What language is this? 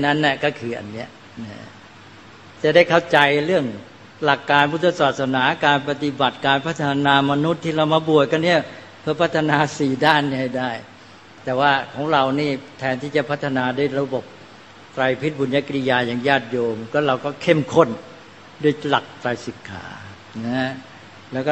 Thai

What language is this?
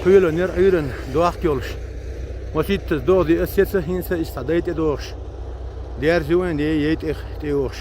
Chechen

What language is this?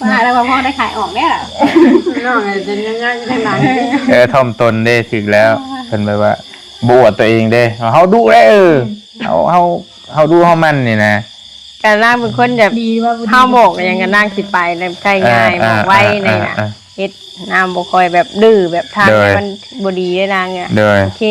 Northeastern Thai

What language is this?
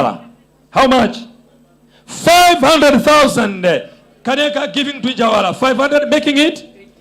Nyanja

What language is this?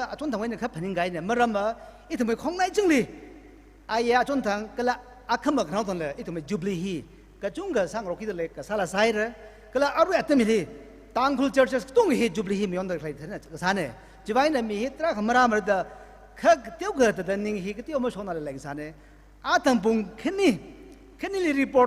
Tangkhul Naga (India)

